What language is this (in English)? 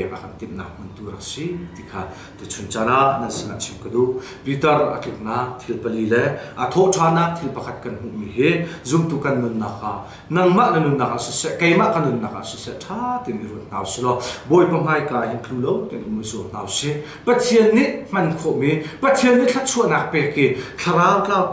Hakha Chin